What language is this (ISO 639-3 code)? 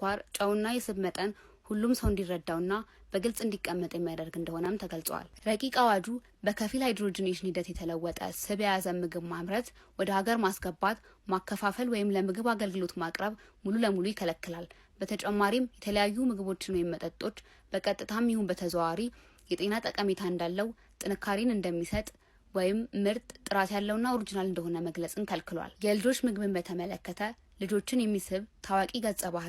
amh